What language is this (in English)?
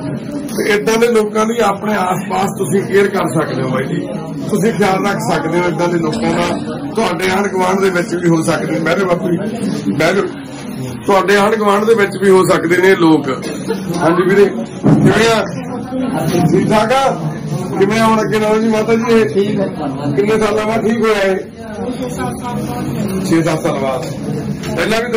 Punjabi